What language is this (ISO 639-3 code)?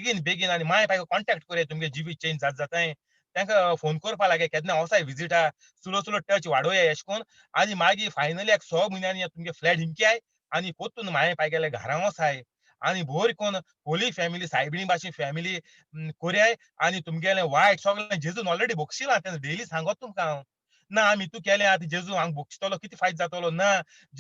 kok